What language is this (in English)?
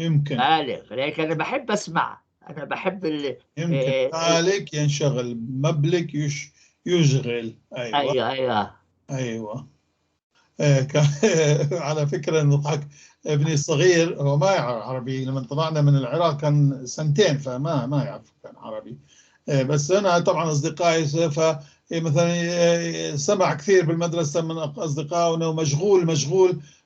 North Levantine Arabic